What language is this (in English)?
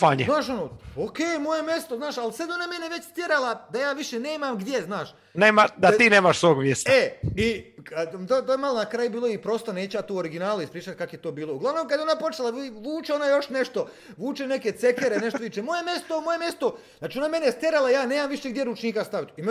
Croatian